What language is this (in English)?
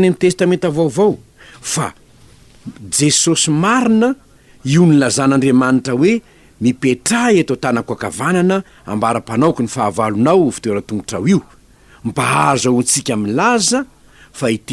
Malagasy